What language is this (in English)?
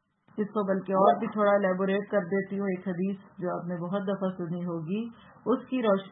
Urdu